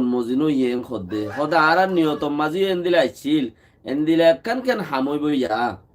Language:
Rohingya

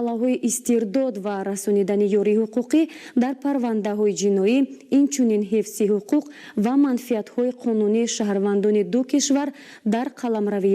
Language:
Tajik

